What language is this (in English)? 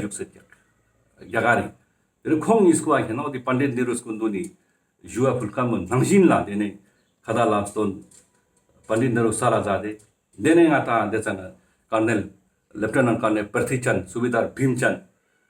Ladakhi